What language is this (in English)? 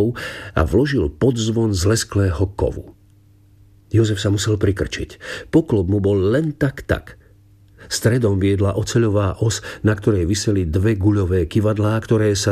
Slovak